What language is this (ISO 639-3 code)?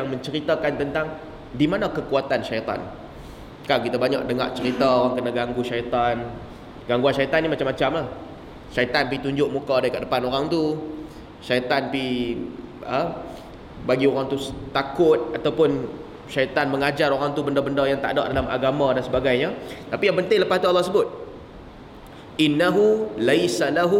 msa